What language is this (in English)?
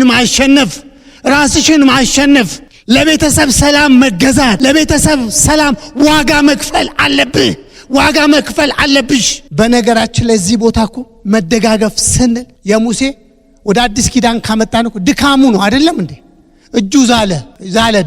Amharic